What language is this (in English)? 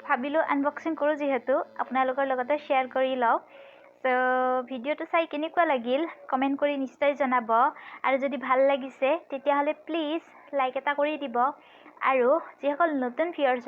Assamese